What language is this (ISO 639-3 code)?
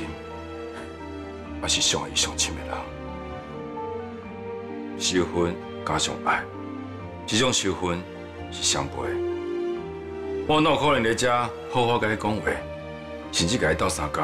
nan